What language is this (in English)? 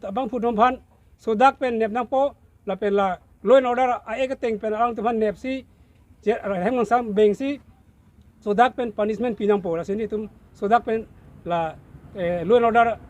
Karbi